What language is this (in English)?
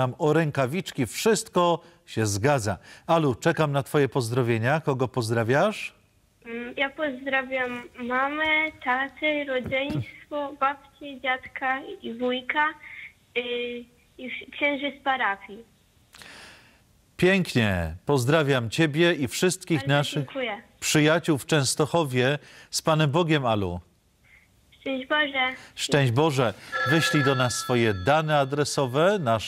Polish